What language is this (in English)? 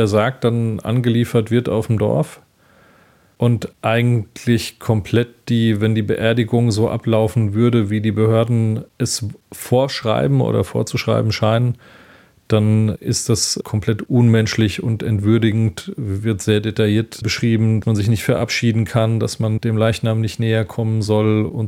German